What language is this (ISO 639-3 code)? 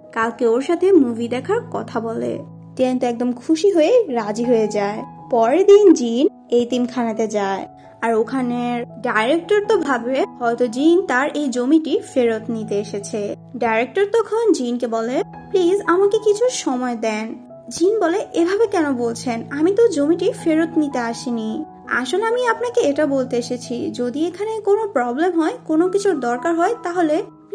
ben